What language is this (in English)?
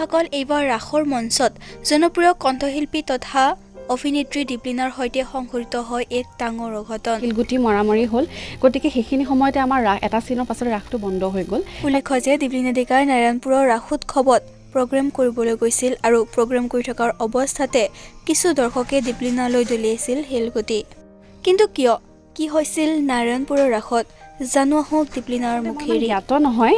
Assamese